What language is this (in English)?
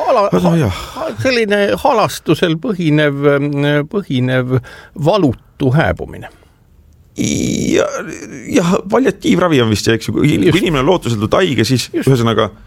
Estonian